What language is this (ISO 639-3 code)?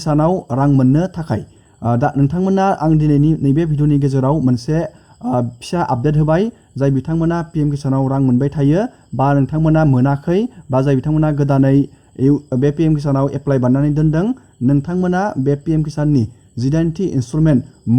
brx